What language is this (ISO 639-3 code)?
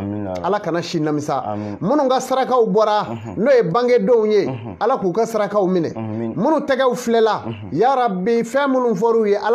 bam